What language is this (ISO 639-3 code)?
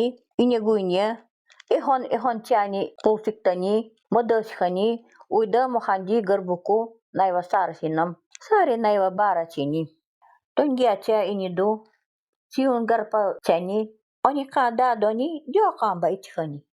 gld